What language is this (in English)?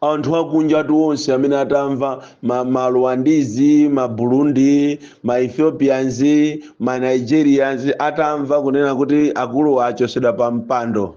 Nyanja